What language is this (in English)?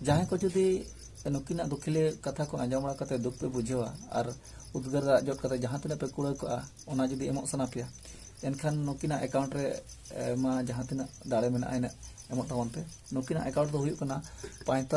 Santali